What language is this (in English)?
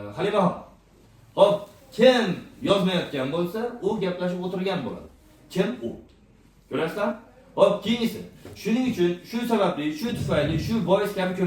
Uzbek